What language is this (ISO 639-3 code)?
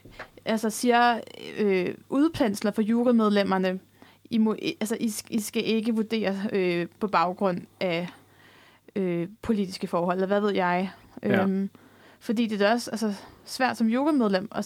dan